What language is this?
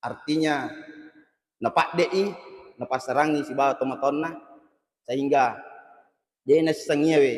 Buginese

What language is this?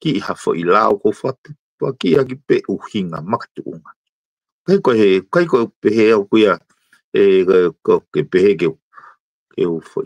Tongan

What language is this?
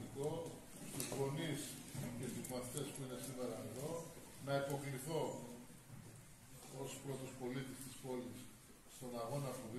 Greek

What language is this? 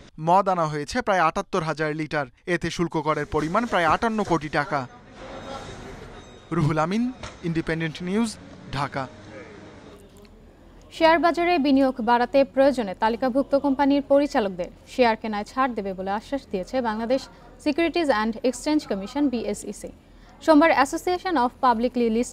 Bangla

